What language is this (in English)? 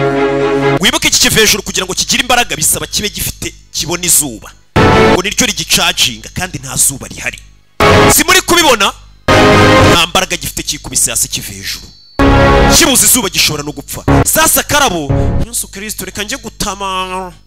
Kinyarwanda